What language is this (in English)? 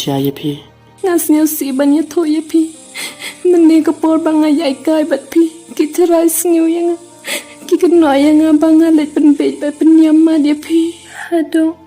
Khasi